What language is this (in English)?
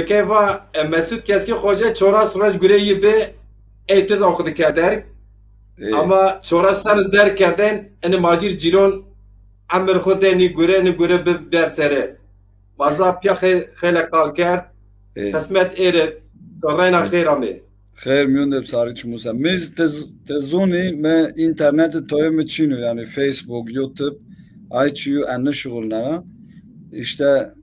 Zaza